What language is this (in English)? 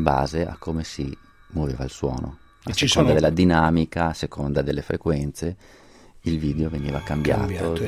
Italian